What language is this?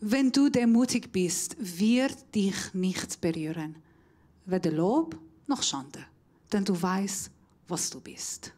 Swiss German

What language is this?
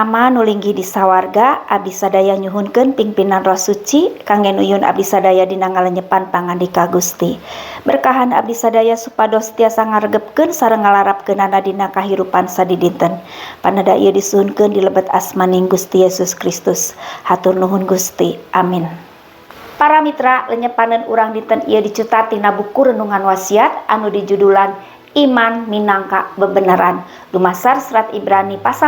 Sundanese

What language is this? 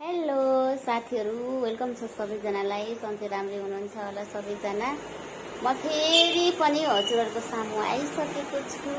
Nepali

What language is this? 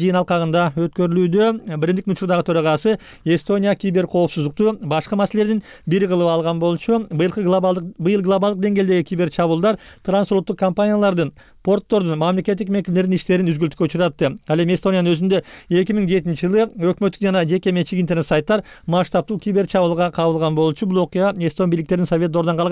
Kyrgyz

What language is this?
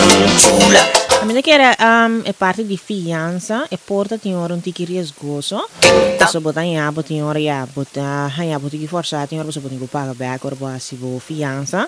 Papiamento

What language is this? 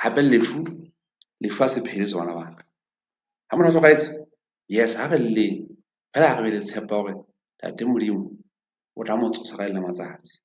Southern Sotho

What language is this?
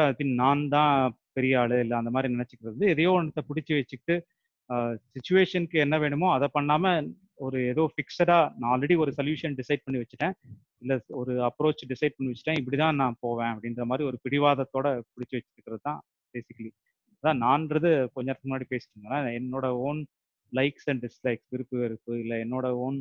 Tamil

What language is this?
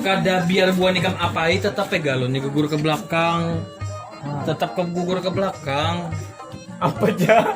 Banjar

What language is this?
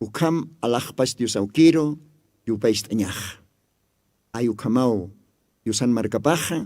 Aymara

